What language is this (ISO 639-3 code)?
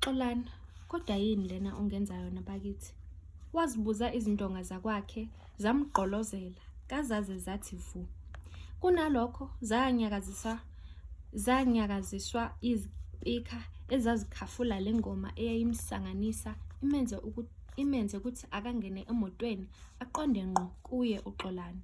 zul